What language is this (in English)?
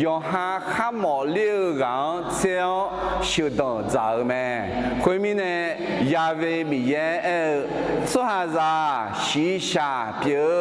Akha